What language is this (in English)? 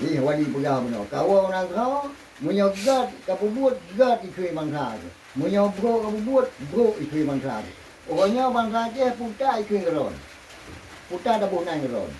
Achinese